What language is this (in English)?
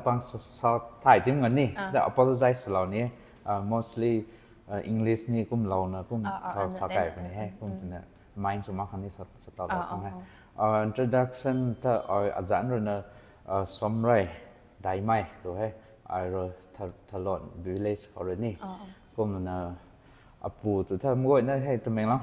Rongmei Naga